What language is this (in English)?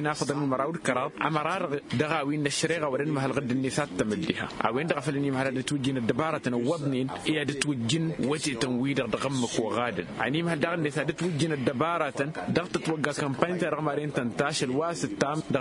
Tamasheq